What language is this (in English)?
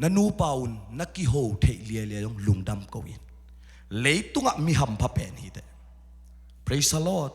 Tedim Chin